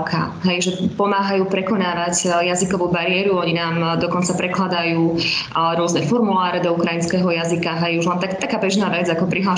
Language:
Slovak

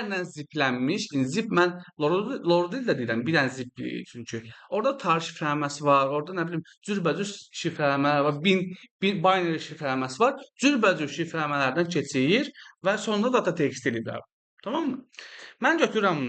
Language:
Azerbaijani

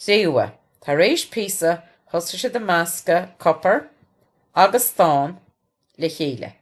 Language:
Irish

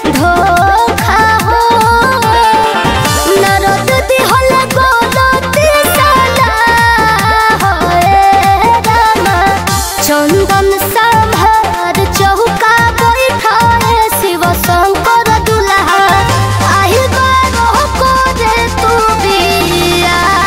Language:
Bhojpuri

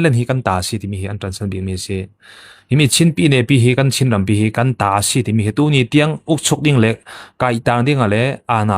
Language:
Falam Chin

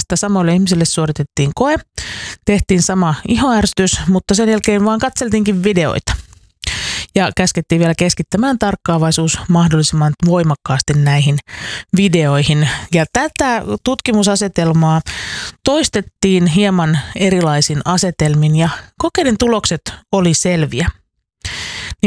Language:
Finnish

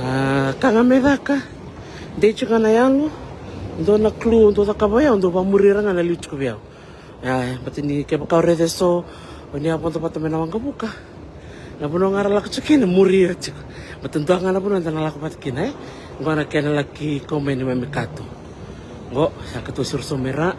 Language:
Fijian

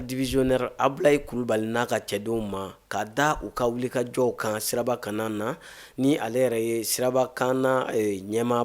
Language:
Bambara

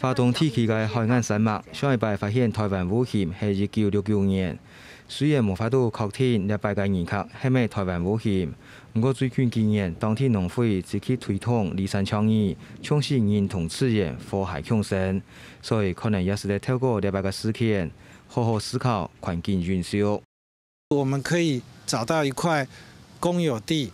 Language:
Hakka Chinese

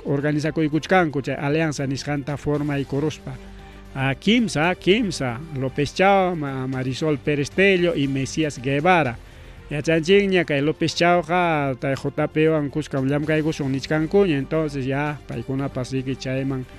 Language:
Ayacucho Quechua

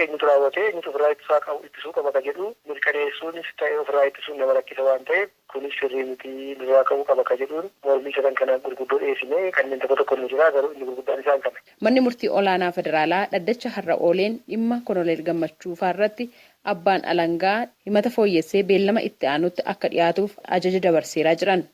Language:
Oromo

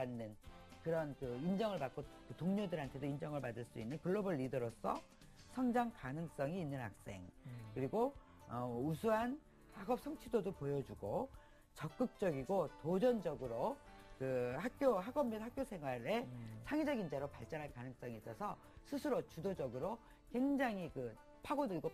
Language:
Korean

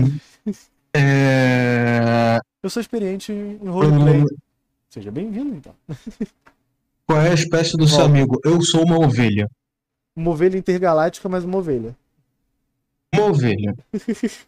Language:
Portuguese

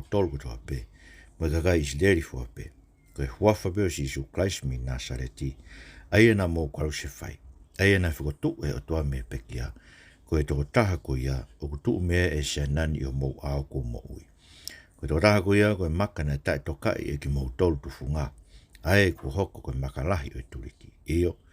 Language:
Tongan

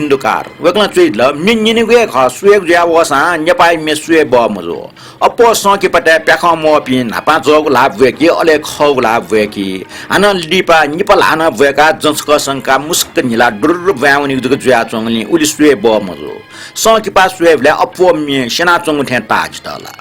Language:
Newari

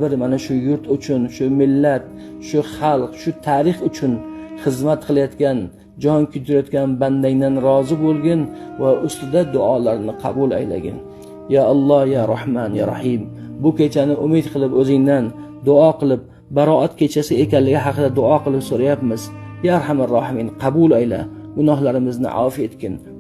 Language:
Uzbek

